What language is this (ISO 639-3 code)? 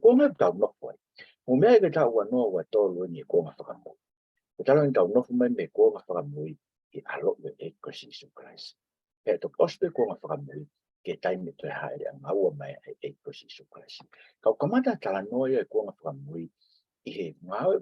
ton